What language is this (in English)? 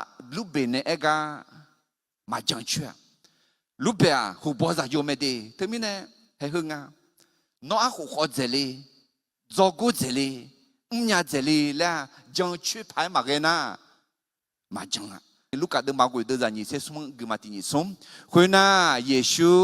Akha